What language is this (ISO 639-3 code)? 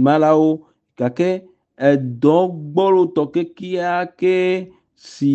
ewe